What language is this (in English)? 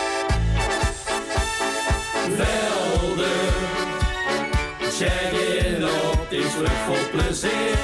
Dutch